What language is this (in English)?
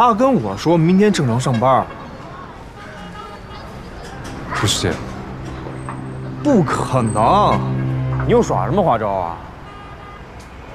Chinese